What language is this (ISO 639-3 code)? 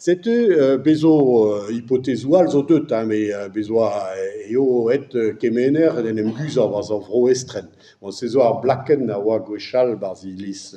bre